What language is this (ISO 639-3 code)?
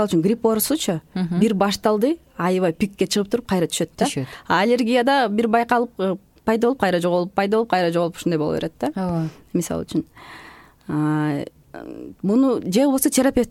kir